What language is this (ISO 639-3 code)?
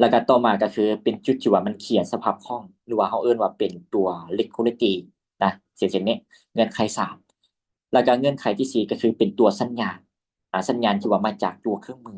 lao